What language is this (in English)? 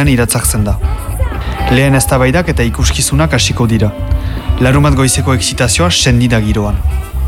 Basque